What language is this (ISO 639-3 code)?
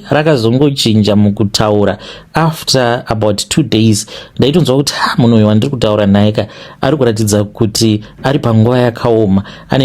sna